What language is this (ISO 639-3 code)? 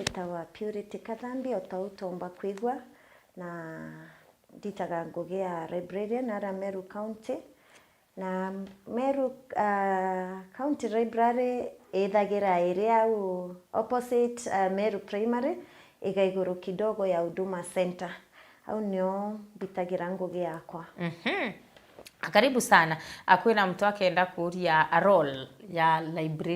mer